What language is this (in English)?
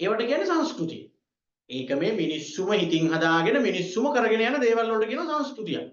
Sinhala